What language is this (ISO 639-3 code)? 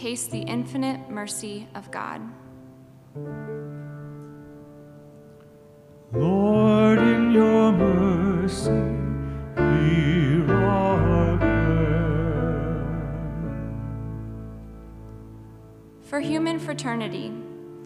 eng